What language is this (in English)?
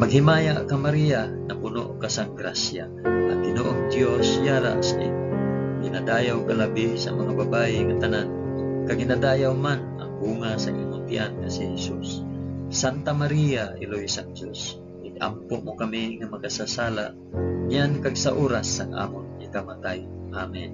Hiligaynon